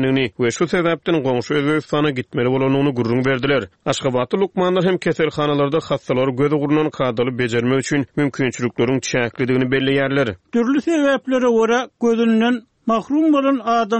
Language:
Turkmen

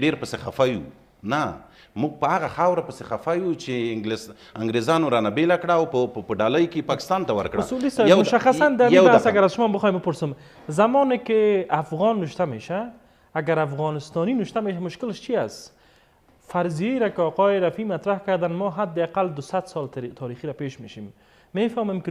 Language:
Pashto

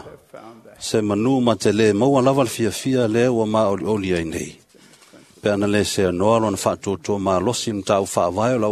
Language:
Samoan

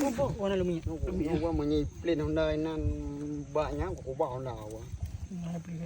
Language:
Achinese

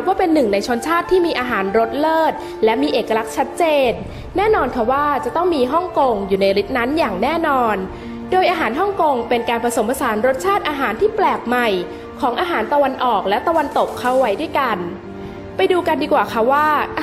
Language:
Thai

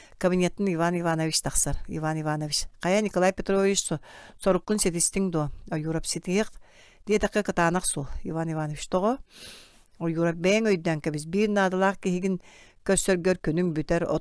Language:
Yakut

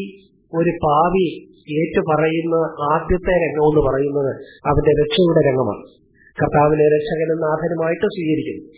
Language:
Malayalam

